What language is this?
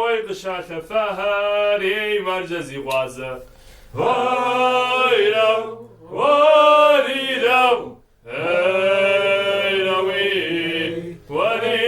Kabardian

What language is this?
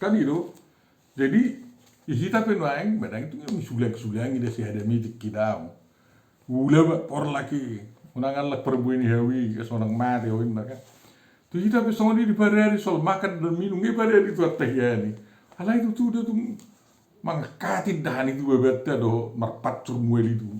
Batak Toba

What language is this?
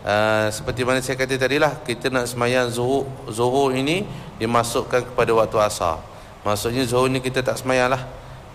Malay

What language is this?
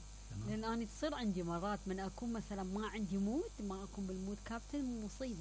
Mesopotamian Arabic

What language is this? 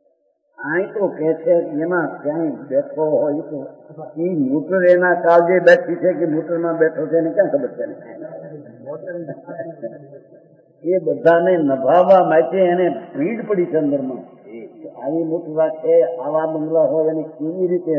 Gujarati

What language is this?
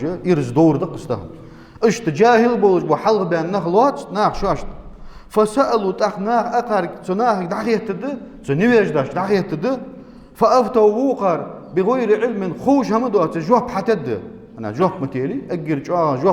Ingush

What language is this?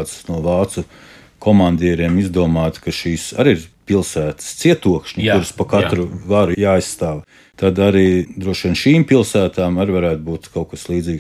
Latvian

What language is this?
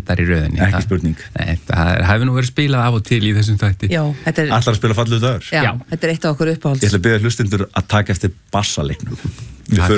Icelandic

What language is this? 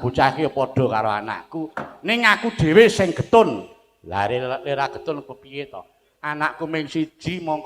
Javanese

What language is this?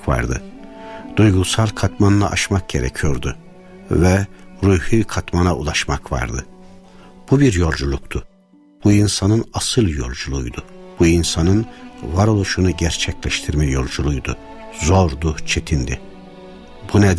Turkish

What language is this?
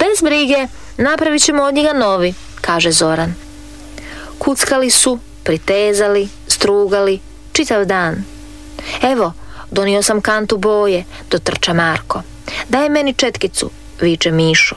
Croatian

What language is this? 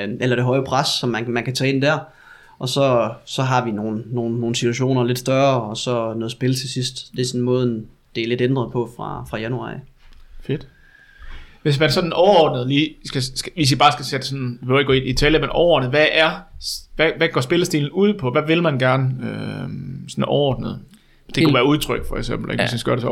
Danish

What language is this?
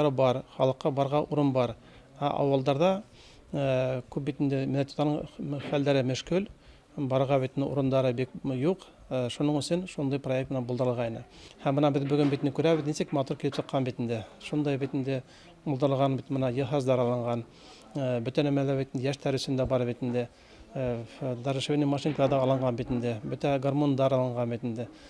Bashkir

